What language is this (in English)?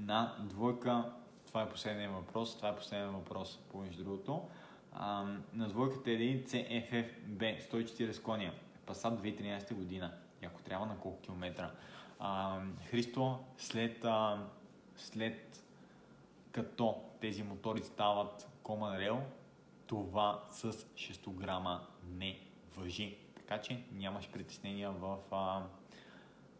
Bulgarian